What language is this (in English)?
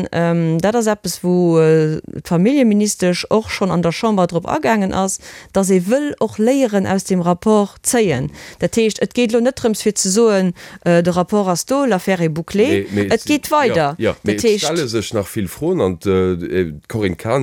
Luxembourgish